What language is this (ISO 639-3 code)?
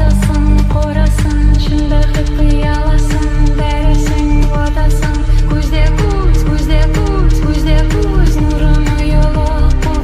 kaa